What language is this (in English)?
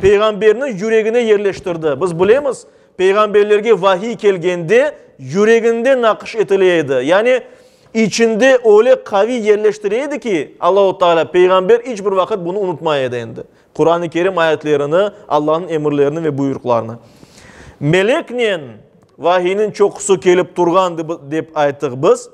Crimean Tatar